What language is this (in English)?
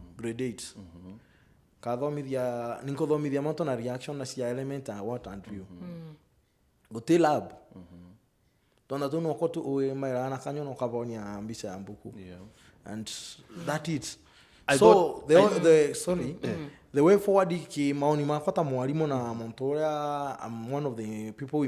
Meru